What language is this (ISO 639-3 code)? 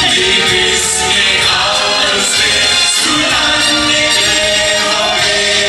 lim